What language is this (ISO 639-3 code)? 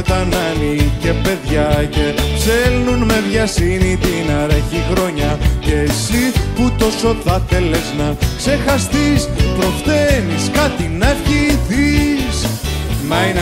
ell